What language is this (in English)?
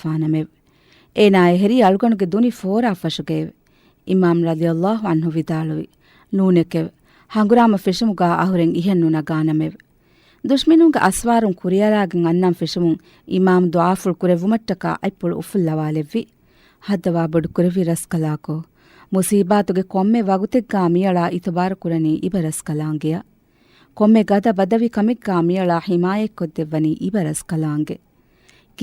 Divehi